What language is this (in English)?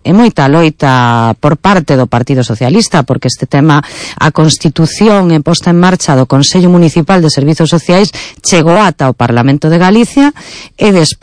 Galician